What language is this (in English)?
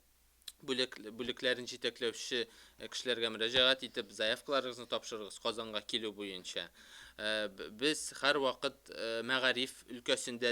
Tatar